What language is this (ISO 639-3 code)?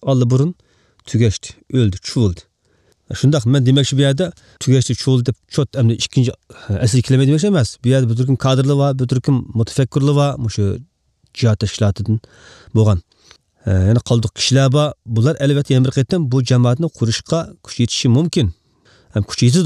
uig